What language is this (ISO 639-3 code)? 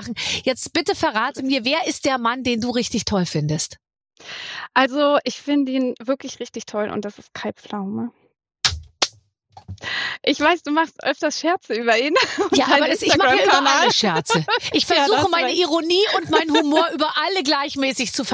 deu